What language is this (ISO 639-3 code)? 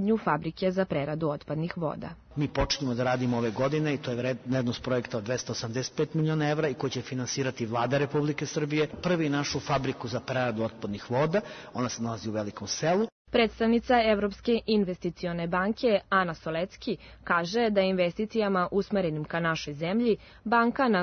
srp